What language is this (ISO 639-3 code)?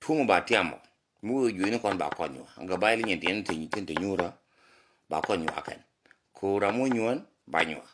nus